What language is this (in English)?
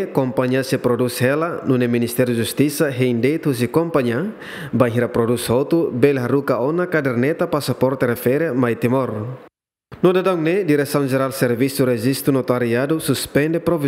Tetum